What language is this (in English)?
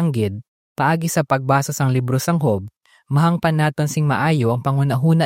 Hiligaynon